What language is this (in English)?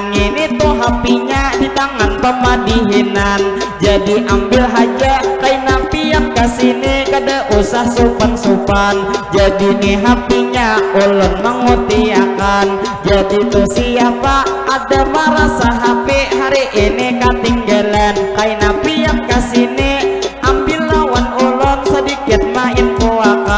Banjar